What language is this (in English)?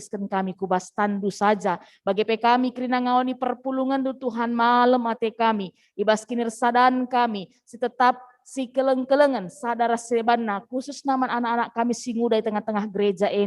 Batak Karo